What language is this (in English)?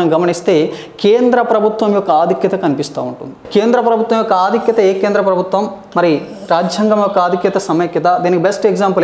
Telugu